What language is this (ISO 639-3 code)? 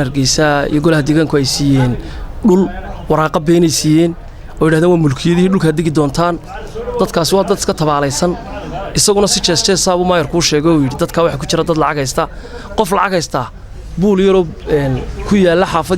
som